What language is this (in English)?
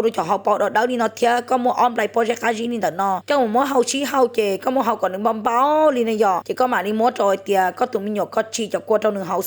Hmong